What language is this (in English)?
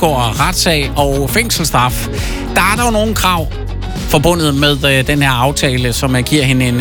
Danish